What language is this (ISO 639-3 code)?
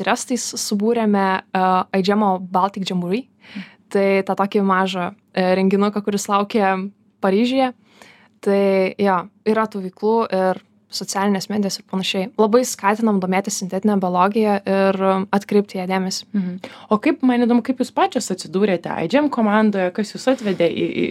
lit